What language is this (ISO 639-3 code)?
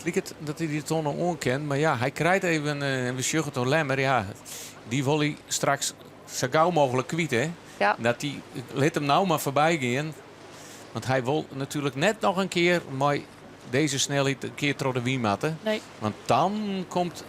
fry